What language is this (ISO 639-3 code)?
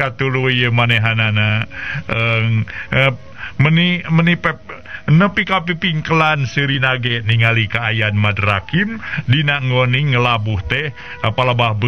sun